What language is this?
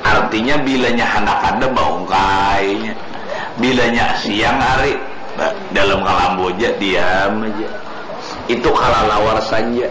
Banjar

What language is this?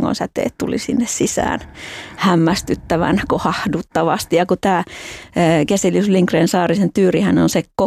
Finnish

